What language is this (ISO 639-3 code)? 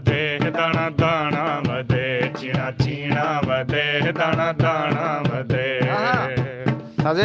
skr